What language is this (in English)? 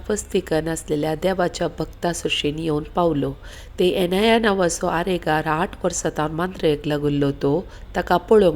Konkani